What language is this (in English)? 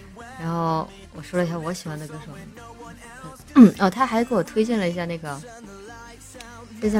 Chinese